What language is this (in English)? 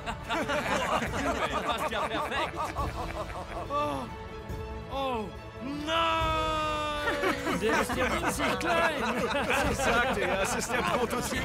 German